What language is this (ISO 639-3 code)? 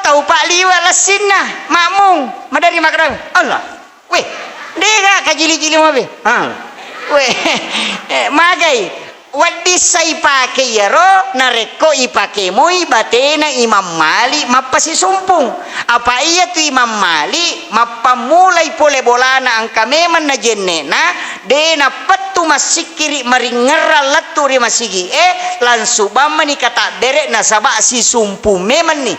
bug